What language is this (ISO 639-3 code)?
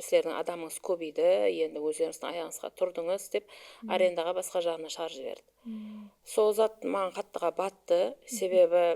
kaa